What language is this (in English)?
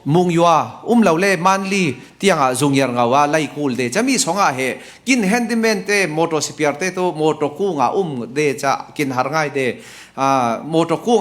Falam Chin